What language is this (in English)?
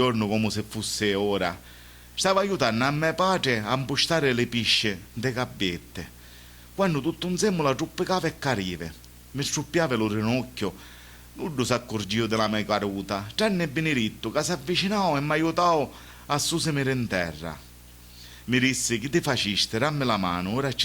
Sicilian